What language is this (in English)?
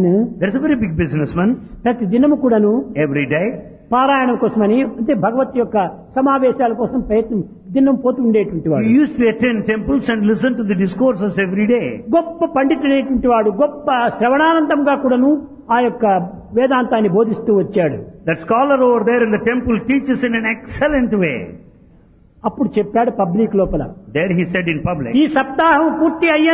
Telugu